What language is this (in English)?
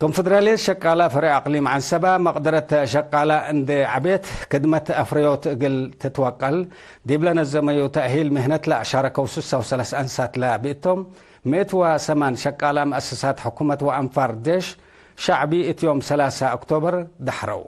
Tigre